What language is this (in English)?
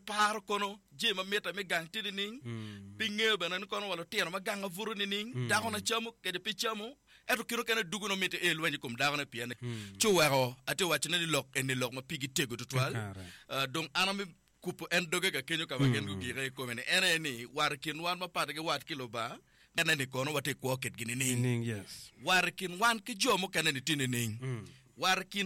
Acoli